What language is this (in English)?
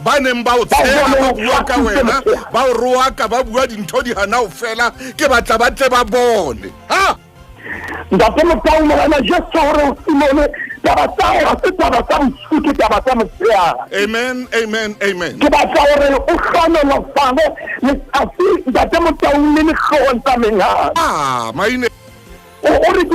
Southern Sotho